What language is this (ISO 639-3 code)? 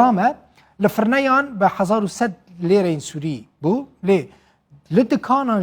kur